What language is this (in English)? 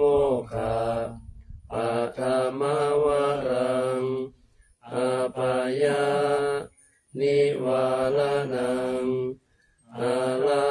Pali